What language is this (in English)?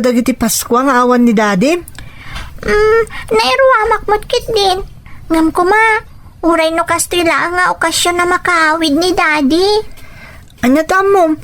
Iloko